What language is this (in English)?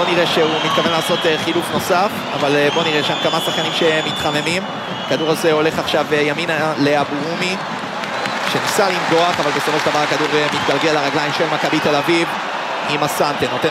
Hebrew